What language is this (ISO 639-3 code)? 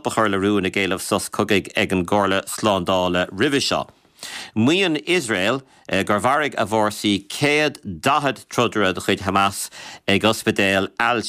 gle